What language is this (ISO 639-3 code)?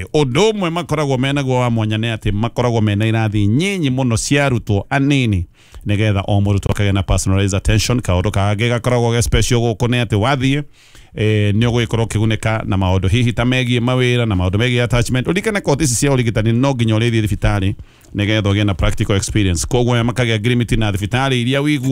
kik